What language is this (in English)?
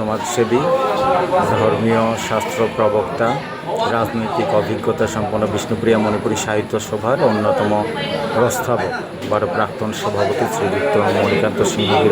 Bishnupriya